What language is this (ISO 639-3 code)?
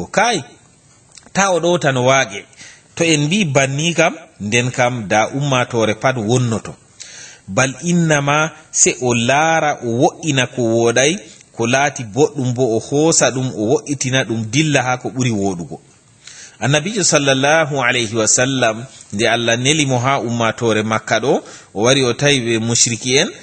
ful